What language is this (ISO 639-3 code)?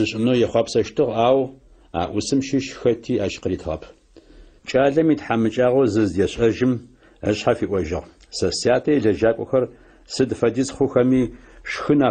ady